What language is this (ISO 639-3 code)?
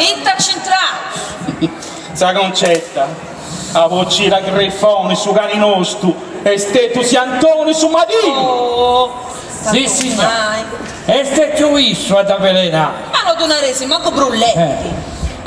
srd